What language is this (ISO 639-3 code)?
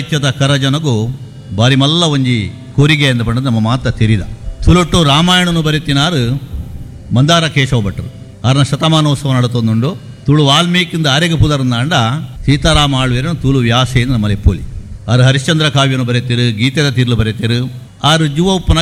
tcy